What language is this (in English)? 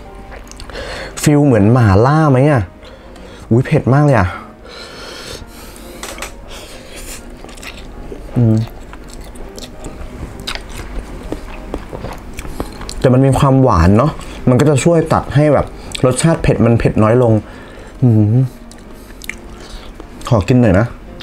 Thai